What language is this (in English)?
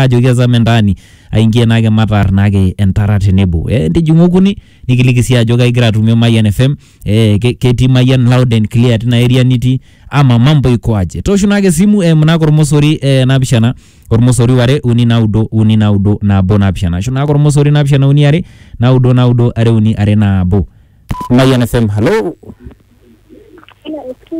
Masai